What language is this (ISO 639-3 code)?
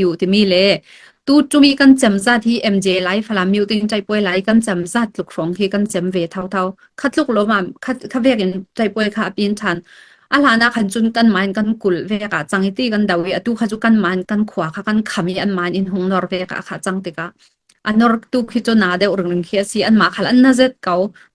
cfm